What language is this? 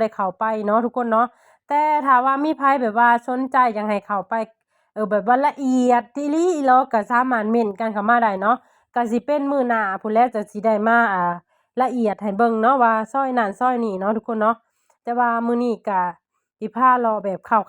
Lao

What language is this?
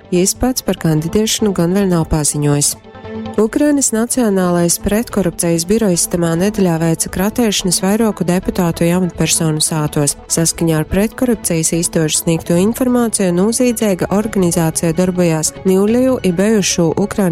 Latgalian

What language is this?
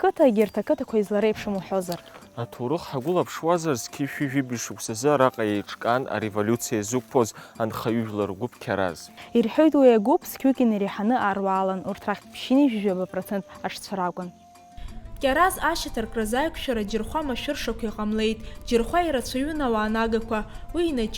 Abkhazian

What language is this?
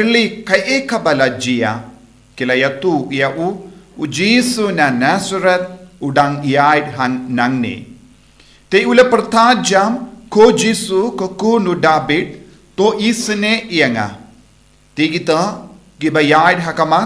Khasi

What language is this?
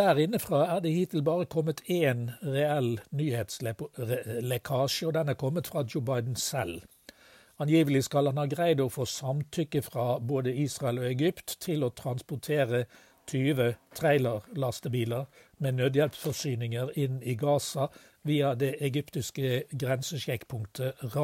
Norwegian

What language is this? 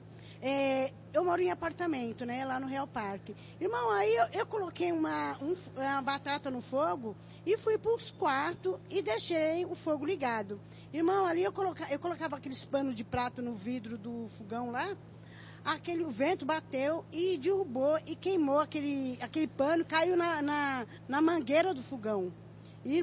Portuguese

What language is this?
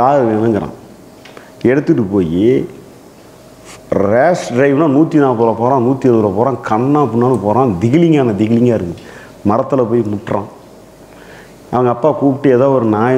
Tamil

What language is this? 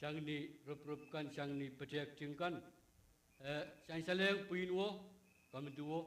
Pohnpeian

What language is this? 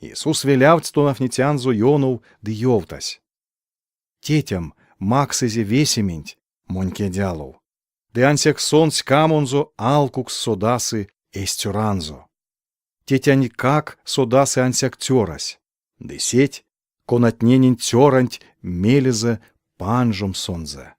Erzya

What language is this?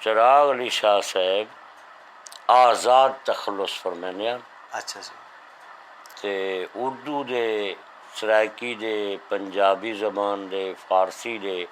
Saraiki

